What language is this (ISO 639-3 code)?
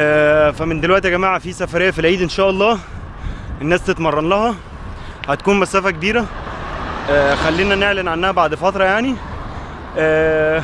arz